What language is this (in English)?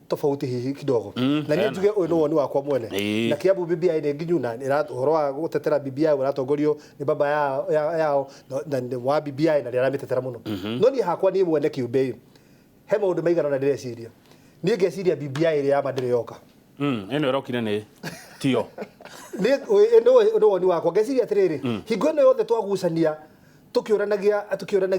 Kikuyu